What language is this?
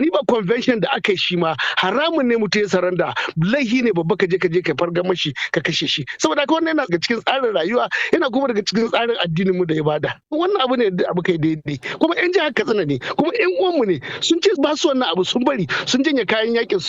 Hausa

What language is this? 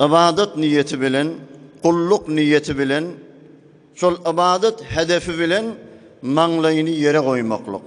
Turkmen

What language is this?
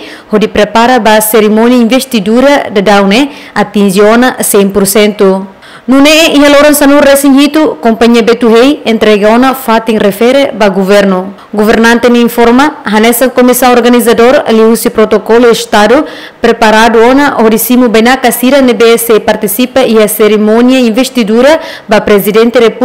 Tetum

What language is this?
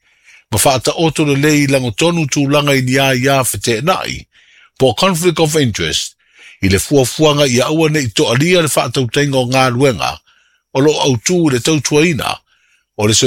Samoan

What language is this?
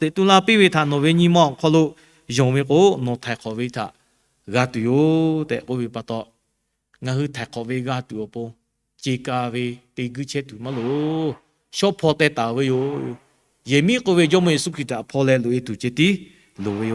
Lahu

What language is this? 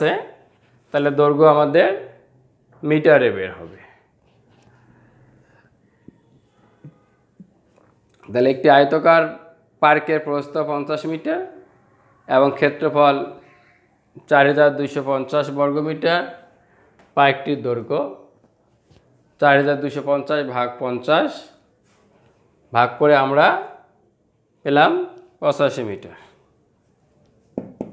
Bangla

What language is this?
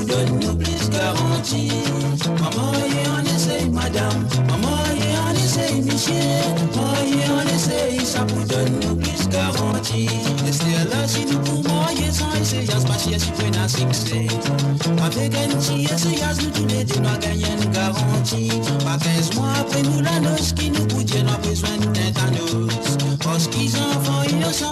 Morisyen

